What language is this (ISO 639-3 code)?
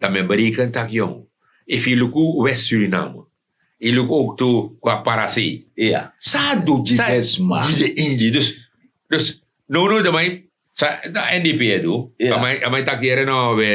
srn